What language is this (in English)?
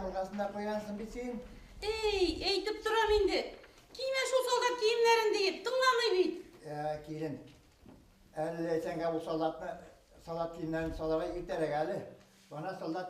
Bashkir